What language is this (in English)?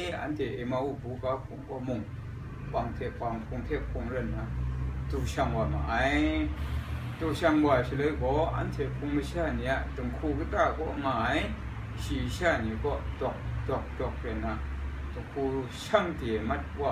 Kachin